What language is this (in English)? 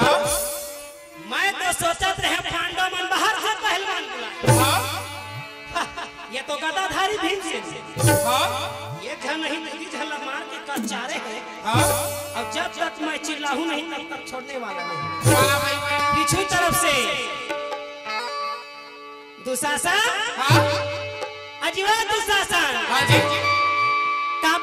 Chhattisgarhi